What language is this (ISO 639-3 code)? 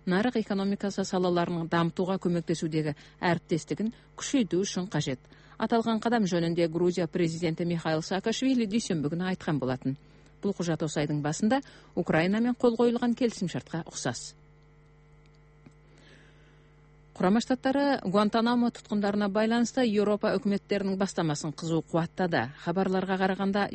kaz